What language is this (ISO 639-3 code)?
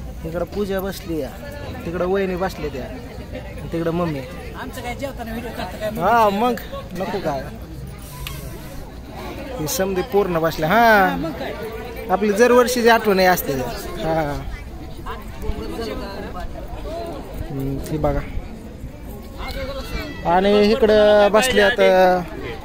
mar